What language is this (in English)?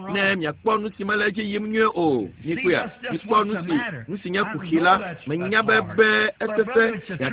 Ewe